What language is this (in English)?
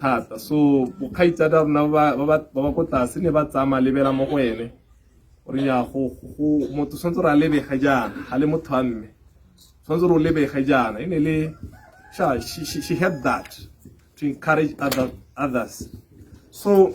Tswana